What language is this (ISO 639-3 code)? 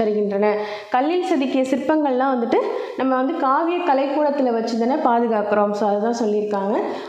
tam